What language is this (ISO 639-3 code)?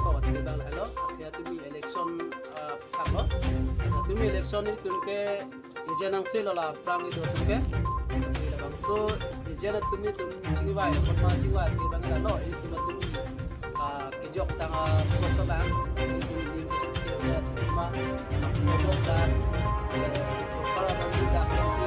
mjw